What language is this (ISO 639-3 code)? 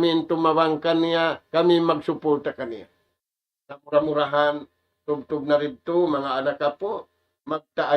tsg